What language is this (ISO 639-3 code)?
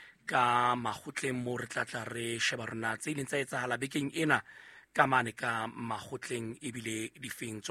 sot